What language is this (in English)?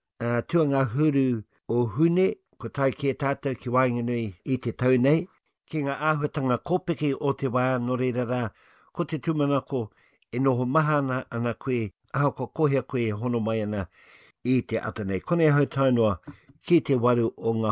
Māori